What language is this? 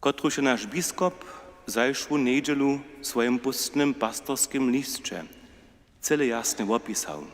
Upper Sorbian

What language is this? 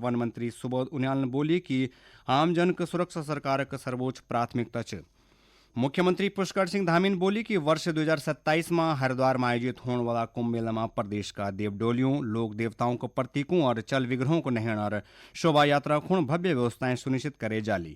Garhwali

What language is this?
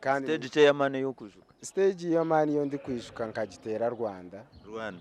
Nyankole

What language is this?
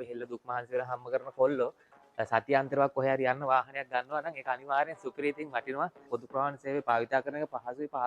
Sinhala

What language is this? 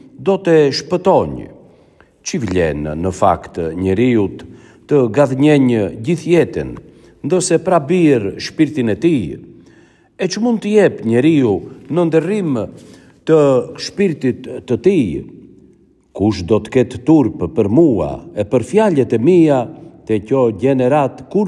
Albanian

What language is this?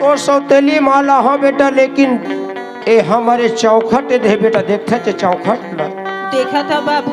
Chhattisgarhi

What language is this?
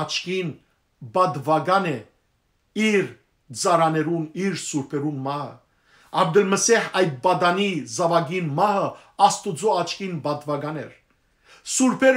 Western Armenian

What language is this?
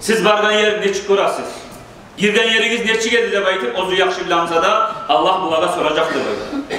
Kumyk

